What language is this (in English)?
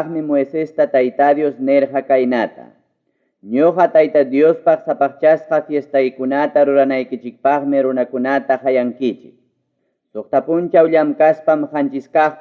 Ayacucho Quechua